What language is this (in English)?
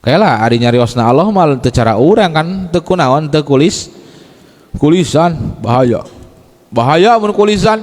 Sundanese